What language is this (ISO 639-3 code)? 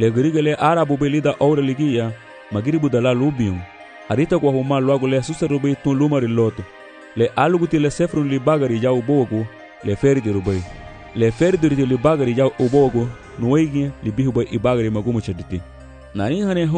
cab